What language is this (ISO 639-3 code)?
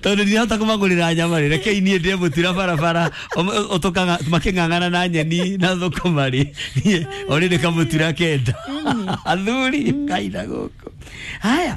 kik